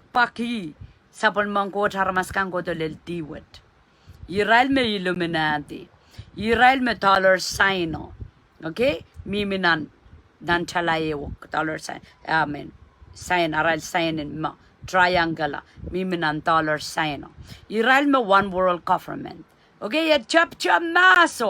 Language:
Pohnpeian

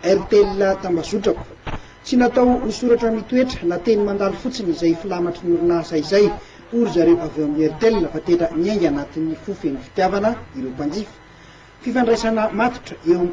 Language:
Malagasy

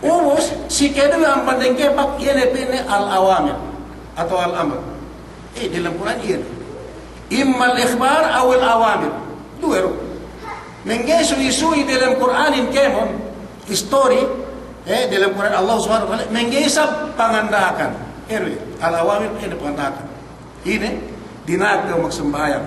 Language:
Yakan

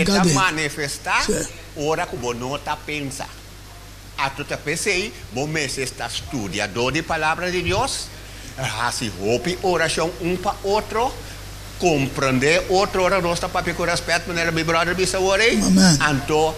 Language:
Papiamento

